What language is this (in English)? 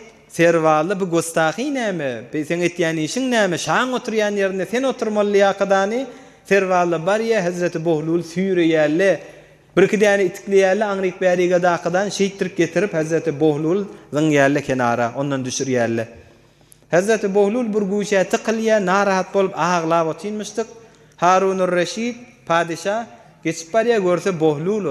Turkmen